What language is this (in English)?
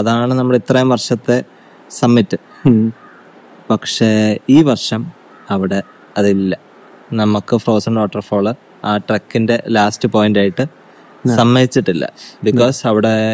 Malayalam